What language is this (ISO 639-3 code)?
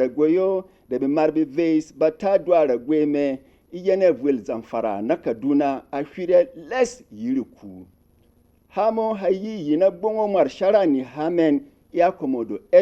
bom